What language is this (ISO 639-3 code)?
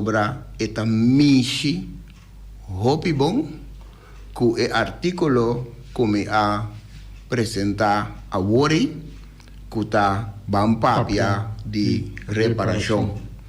pap